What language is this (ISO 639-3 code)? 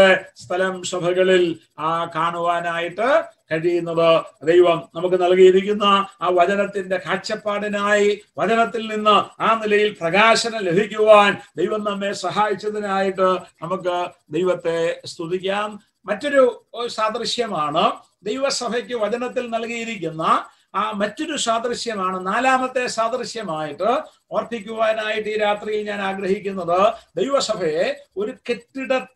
mal